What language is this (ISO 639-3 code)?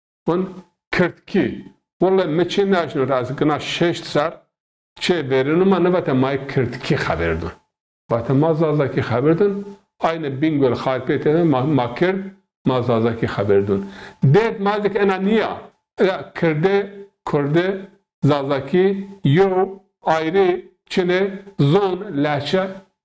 zza